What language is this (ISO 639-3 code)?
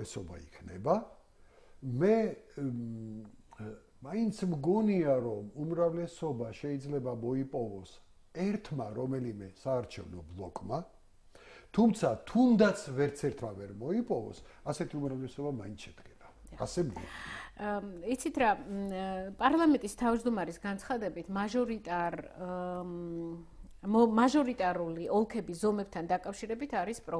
kat